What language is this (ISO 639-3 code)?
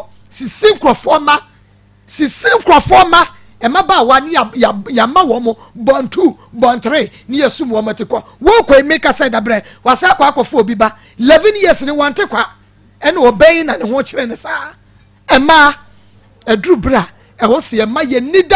aka